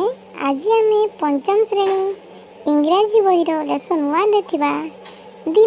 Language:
Odia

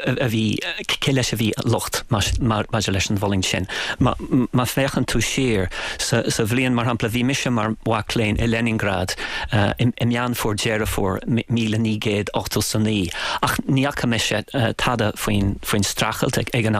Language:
Irish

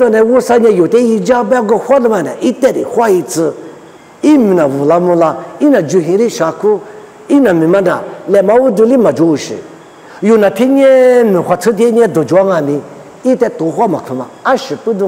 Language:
Lisu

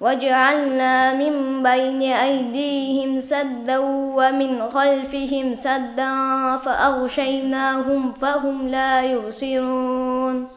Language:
Kumyk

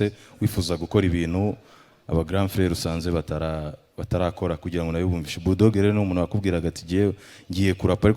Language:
Kinyarwanda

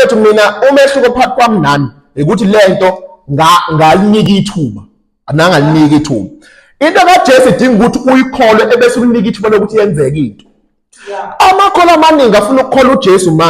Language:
Zulu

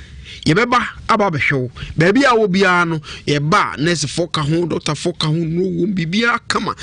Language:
Akan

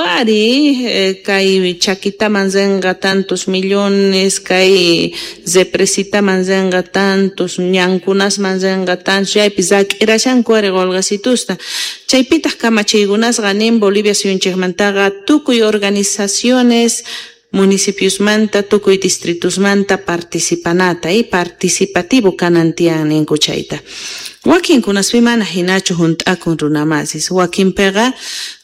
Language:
South Bolivian Quechua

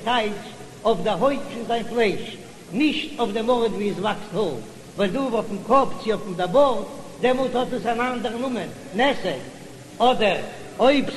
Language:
Yiddish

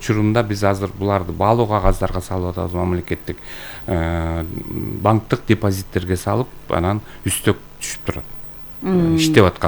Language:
Kyrgyz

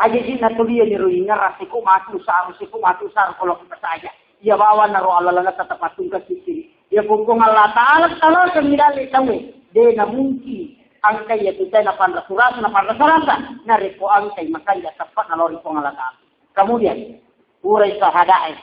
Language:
Buginese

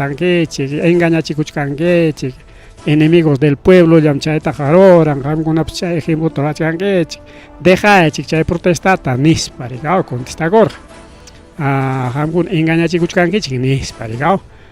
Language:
Ayacucho Quechua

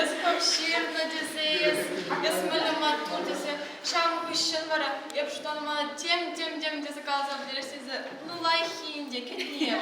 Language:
Chuvash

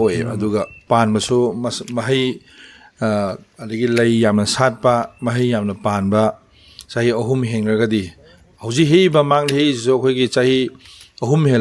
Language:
Manipuri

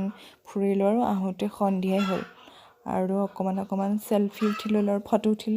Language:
Assamese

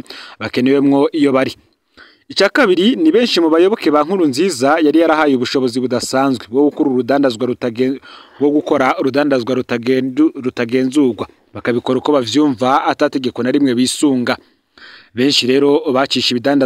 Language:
Rundi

